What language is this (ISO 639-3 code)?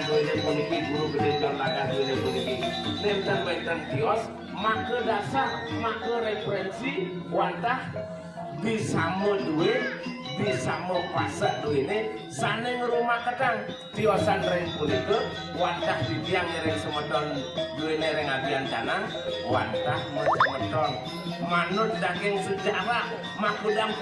ban